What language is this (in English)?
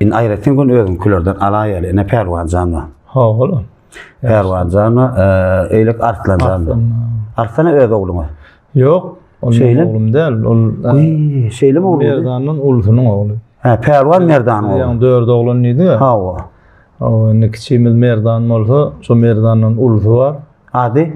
Turkmen